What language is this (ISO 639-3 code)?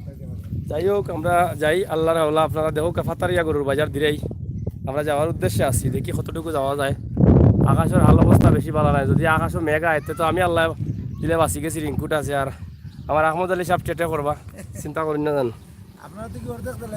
syl